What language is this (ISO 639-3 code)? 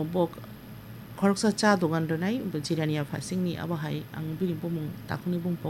trp